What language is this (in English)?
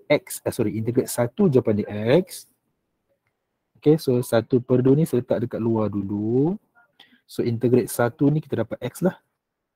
Malay